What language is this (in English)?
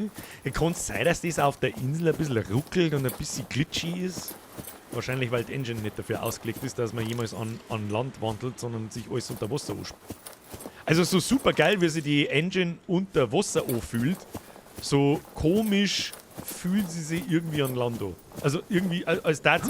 Bavarian